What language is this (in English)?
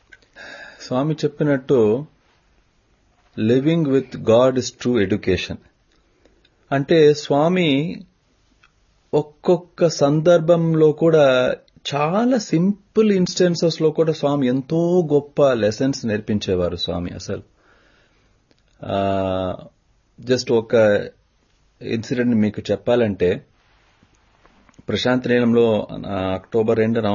Telugu